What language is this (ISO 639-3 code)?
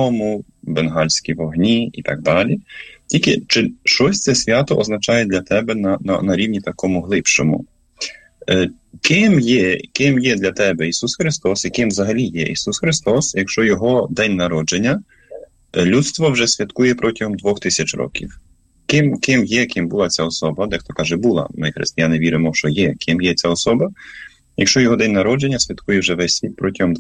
ukr